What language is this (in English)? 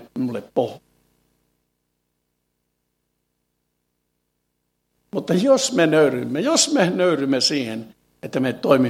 Finnish